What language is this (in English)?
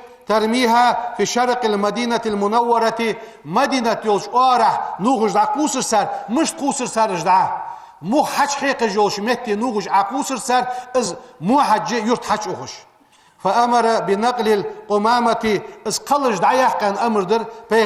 Ingush